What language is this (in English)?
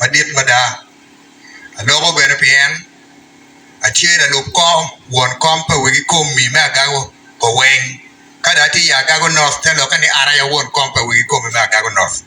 Acoli